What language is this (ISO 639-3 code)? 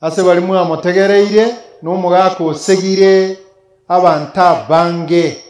guz